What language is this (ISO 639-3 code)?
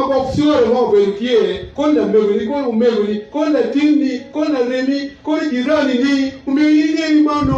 ach